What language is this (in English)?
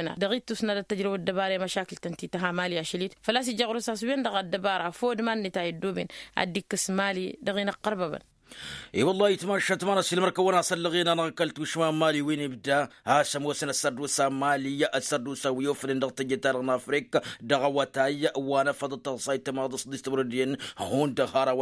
Tamasheq